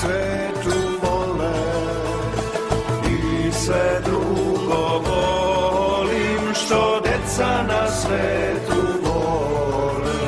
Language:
Serbian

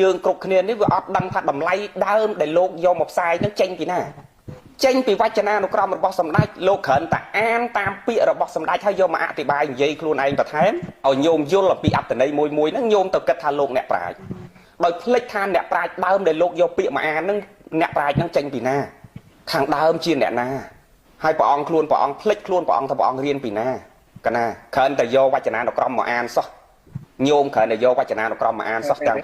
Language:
Khmer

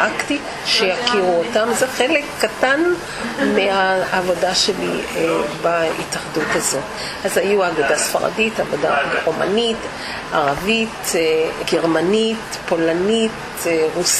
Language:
Hebrew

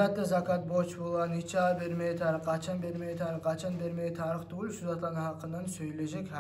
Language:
Kumyk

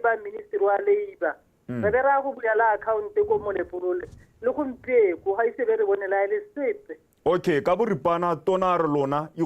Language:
Tswana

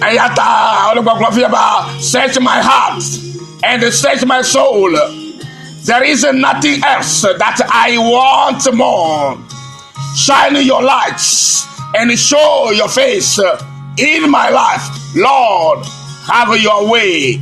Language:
Ewe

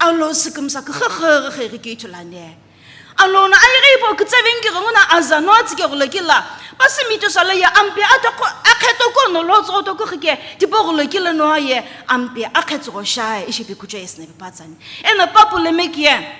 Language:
Sumi Naga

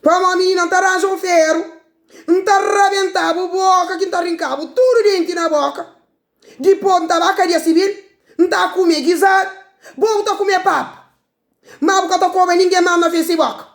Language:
Kabuverdianu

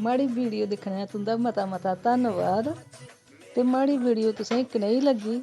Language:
Dogri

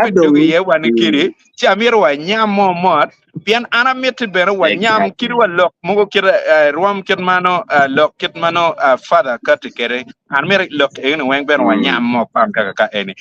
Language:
Acoli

